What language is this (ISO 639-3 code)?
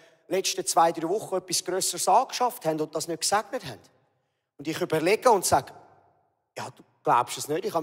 gsw